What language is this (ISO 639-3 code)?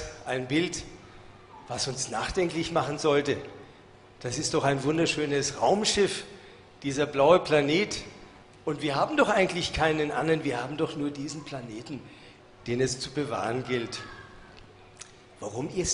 deu